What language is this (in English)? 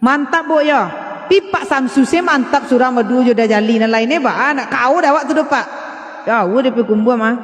Minangkabau